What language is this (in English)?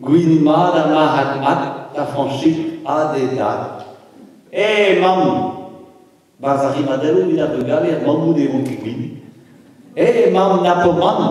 Breton